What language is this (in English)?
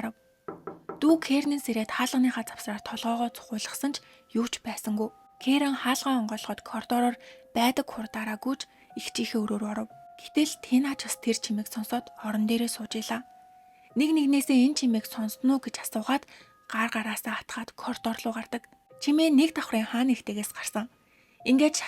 Mongolian